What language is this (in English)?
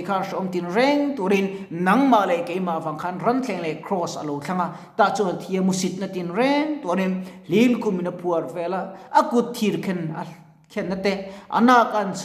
Mizo